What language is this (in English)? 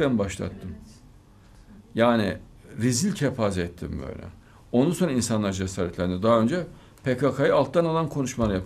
Turkish